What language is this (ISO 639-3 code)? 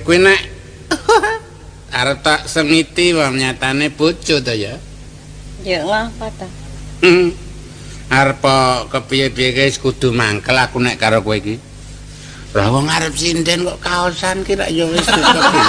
jav